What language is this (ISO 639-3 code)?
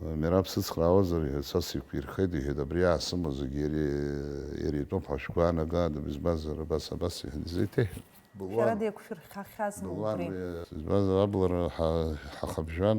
abk